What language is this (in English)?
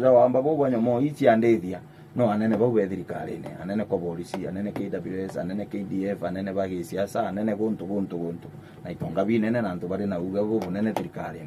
Meru